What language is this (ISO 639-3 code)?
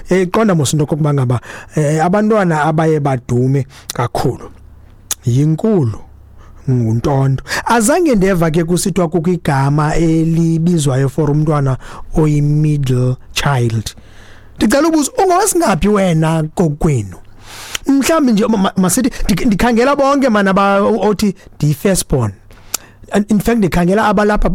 xho